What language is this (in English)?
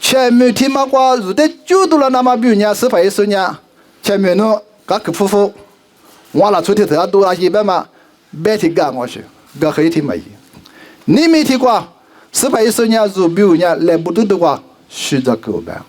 Lisu